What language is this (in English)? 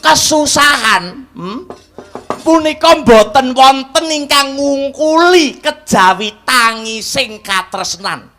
Javanese